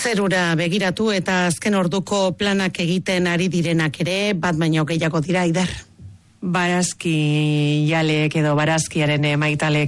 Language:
Basque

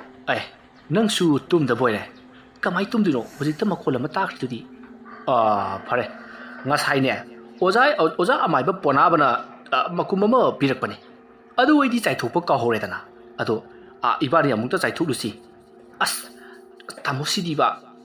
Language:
Manipuri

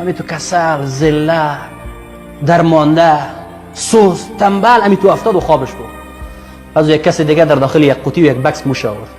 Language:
Persian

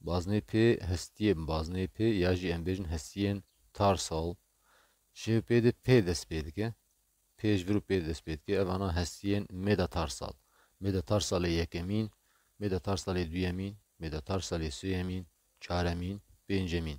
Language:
Kurdish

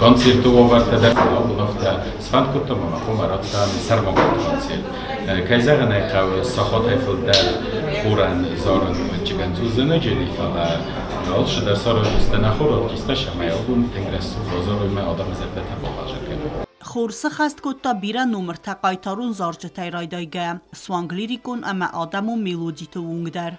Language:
Ossetic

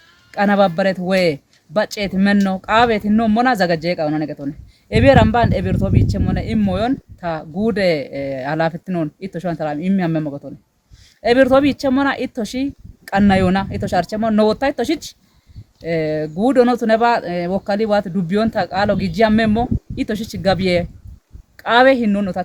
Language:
Kafa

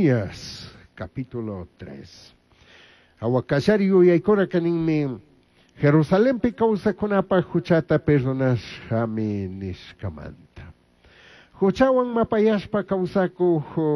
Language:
Chimborazo Highland Quichua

